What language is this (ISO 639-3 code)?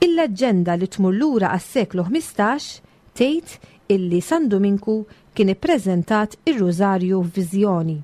mlt